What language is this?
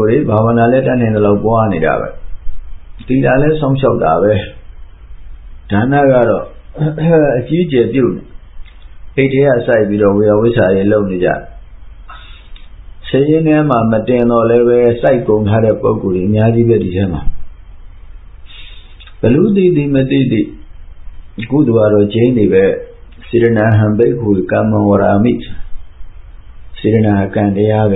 Burmese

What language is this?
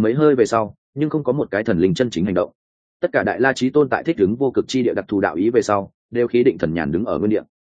Vietnamese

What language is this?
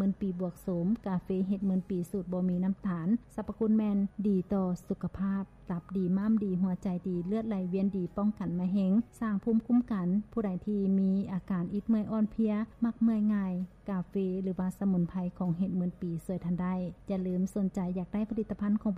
Lao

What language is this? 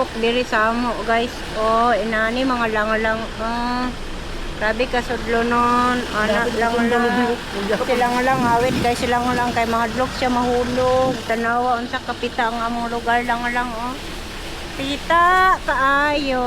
Cebuano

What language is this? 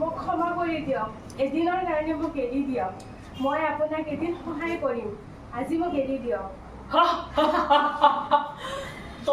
Assamese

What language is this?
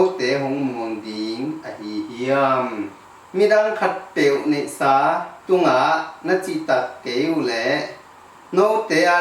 Tedim Chin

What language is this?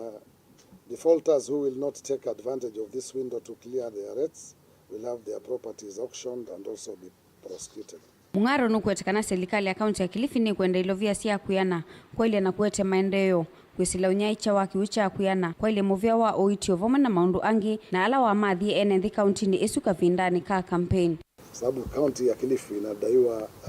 Kamba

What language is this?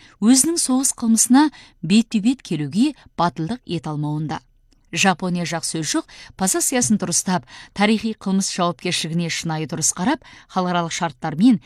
Kazakh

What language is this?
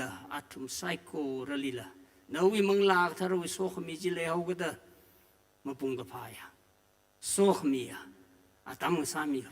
Tangkhul Naga (India)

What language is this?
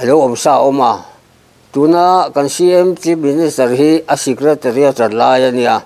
Mizo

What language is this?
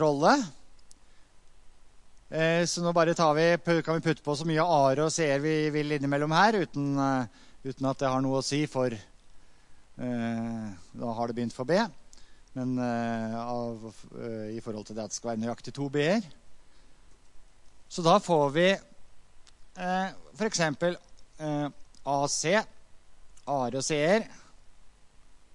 Norwegian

